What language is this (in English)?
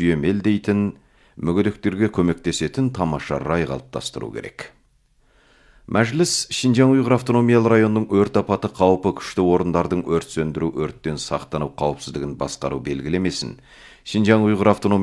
Kazakh